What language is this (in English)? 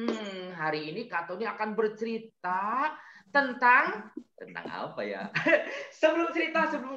Indonesian